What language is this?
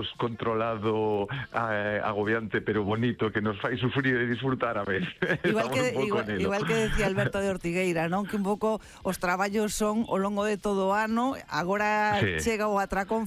Galician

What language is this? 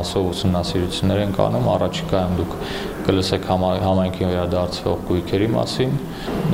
Armenian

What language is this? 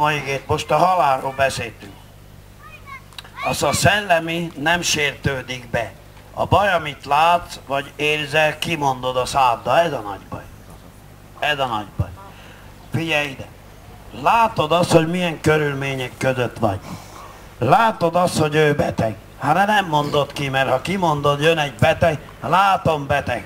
Hungarian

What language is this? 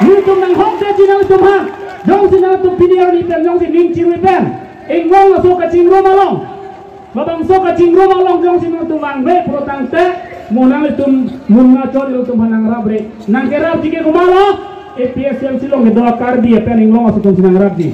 Karbi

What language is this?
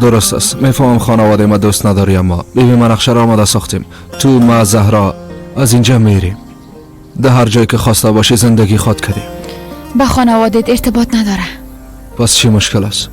Persian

